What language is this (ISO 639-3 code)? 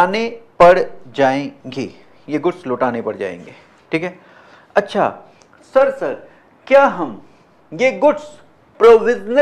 hin